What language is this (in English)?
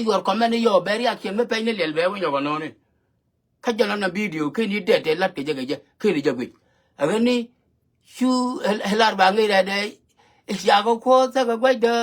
Nuer